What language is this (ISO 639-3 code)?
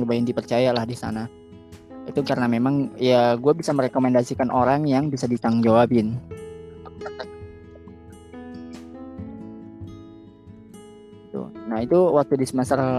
ind